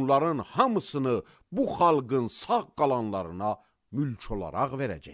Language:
Azerbaijani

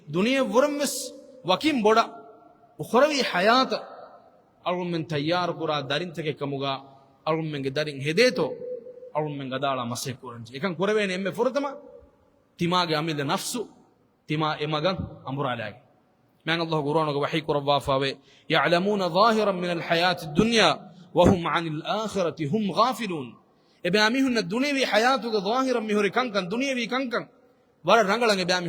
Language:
Divehi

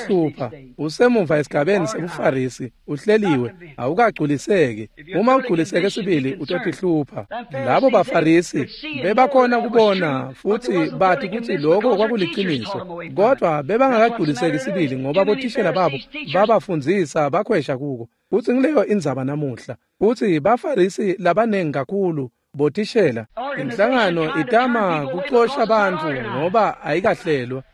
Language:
Swati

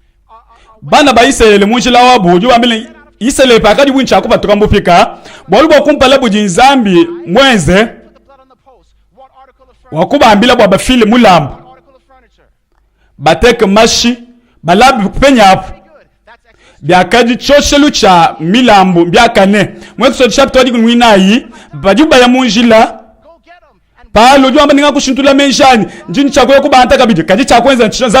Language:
Luba-Lulua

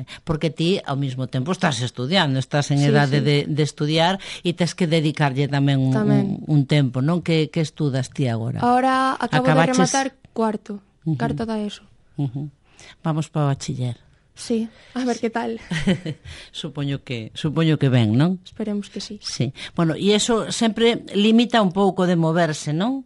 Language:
Galician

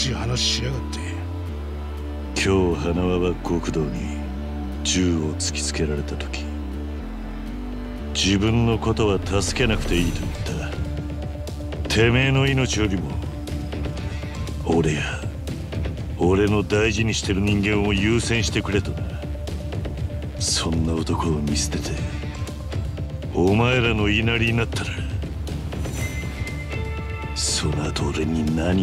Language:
Japanese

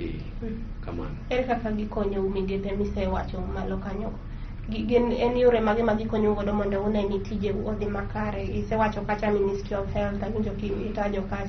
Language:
Luo (Kenya and Tanzania)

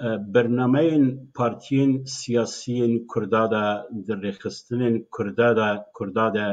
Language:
Kurdish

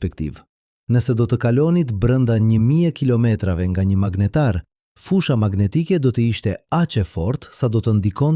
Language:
Albanian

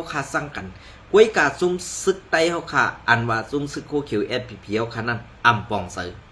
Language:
Shan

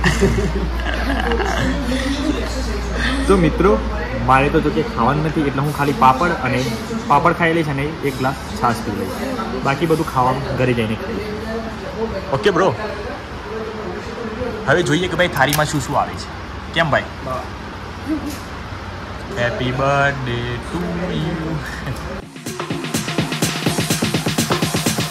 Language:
Gujarati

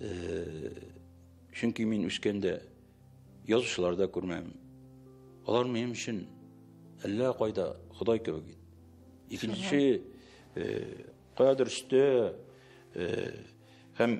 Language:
Tatar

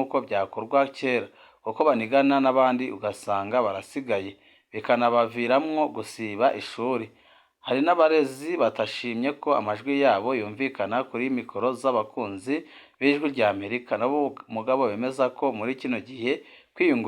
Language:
Rundi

